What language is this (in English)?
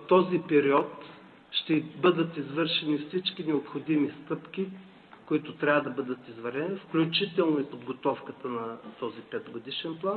Bulgarian